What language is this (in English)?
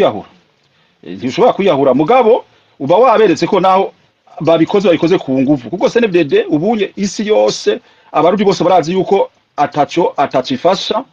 Rundi